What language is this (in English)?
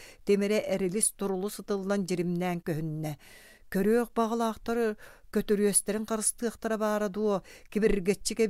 Yakut